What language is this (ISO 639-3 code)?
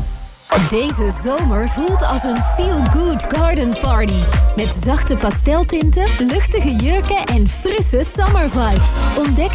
nld